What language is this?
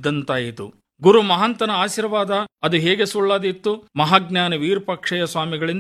Kannada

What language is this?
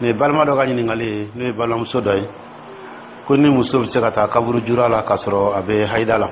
Dyula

